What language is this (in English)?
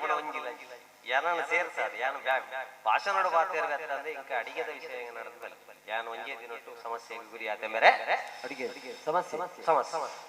Tulu